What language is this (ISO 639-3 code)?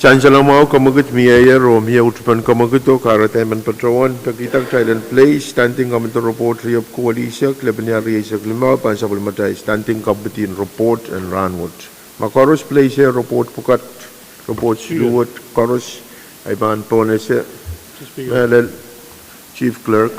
pon